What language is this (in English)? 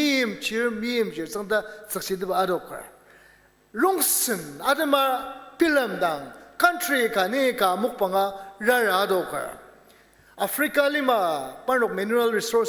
Ao Naga